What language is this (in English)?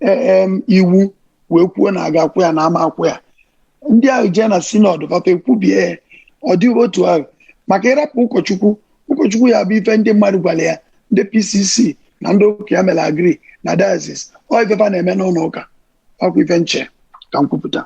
Igbo